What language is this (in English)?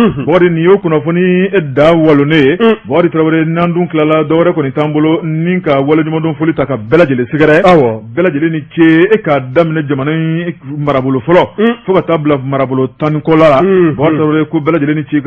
Bambara